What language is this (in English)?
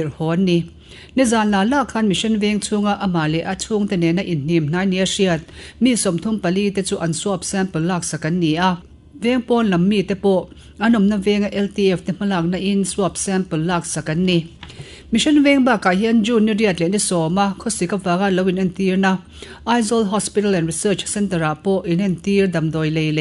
Mizo